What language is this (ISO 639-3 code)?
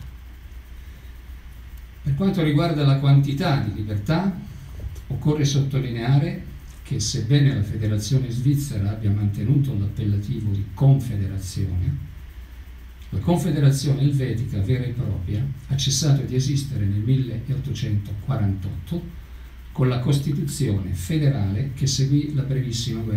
ita